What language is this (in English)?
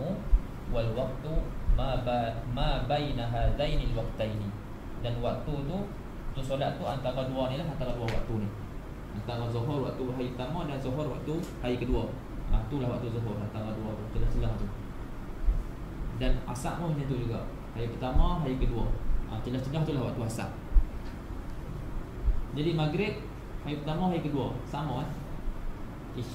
Malay